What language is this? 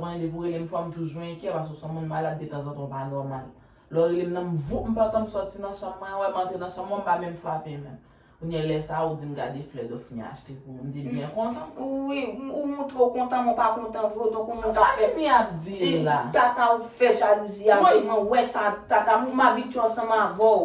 Haitian Creole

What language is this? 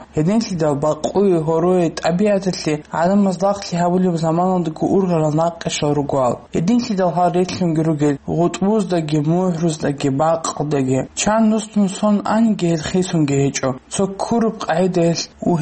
Avaric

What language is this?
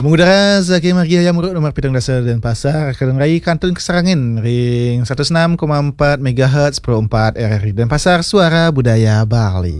Balinese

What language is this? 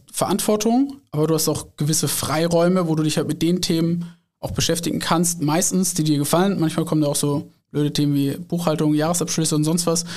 German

